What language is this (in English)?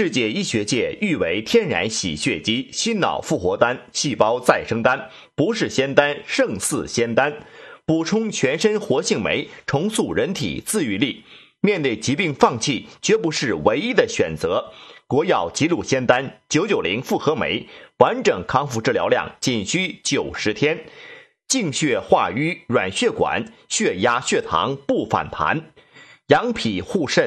Chinese